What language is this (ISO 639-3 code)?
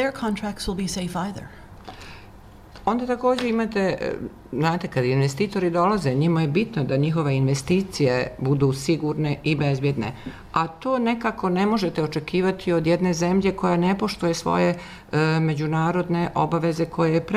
bos